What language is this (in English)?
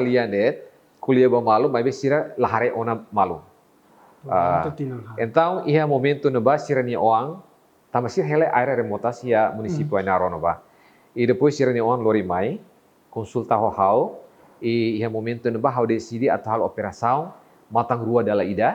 Tetum